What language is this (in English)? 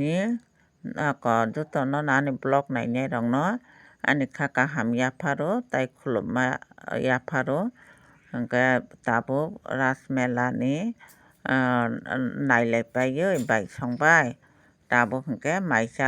Kok Borok